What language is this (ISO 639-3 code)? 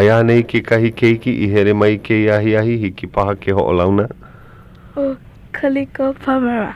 haw